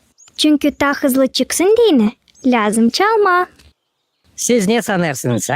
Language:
Gagauz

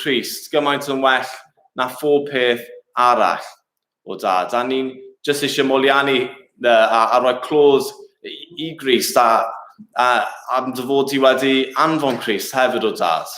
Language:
Welsh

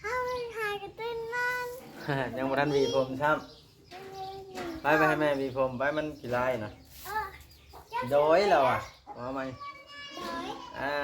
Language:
Northeastern Thai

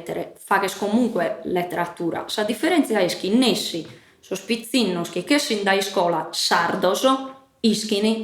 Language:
Sardinian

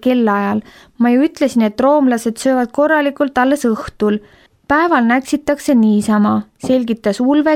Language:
Estonian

